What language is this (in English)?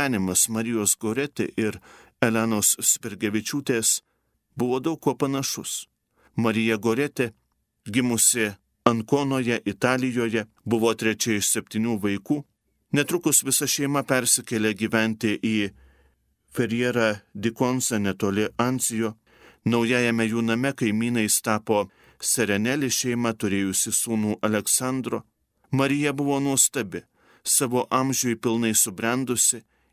Lithuanian